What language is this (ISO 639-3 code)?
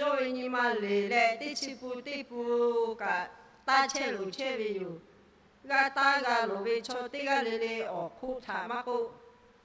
lhu